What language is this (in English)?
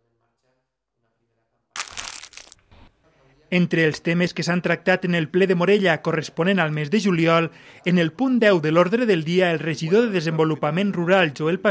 Catalan